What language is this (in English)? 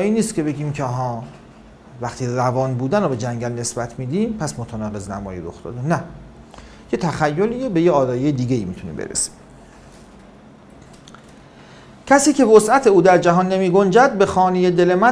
Persian